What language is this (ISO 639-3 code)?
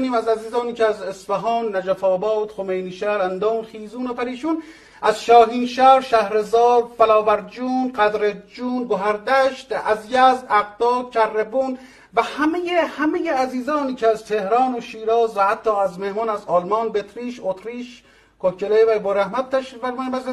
fas